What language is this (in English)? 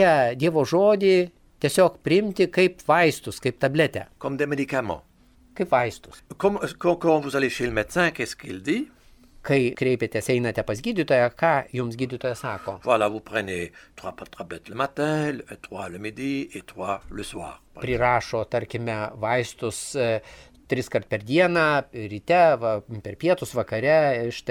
Lithuanian